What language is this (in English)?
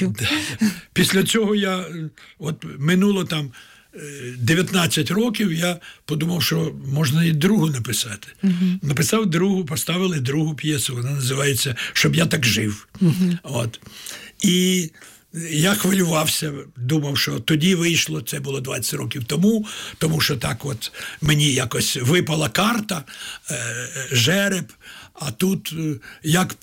Ukrainian